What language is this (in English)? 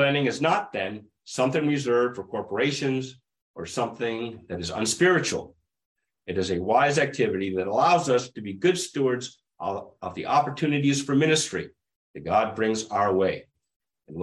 English